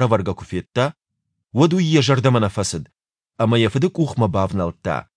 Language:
Ossetic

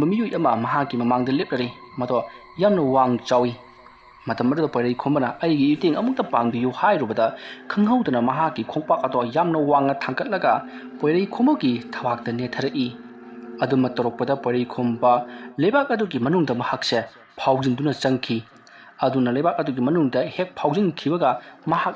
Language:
Manipuri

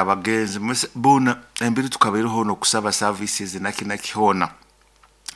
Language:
Nyoro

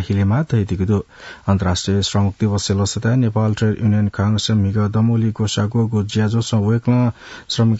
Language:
Newari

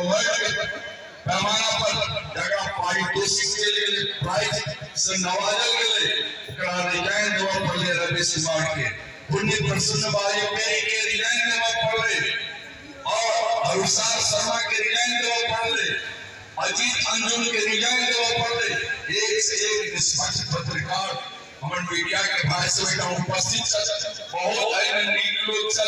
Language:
Maithili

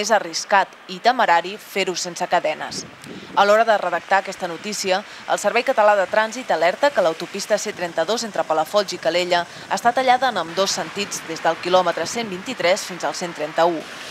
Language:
Catalan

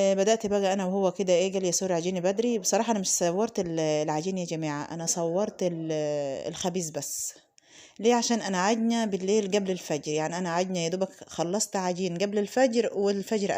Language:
Egyptian Arabic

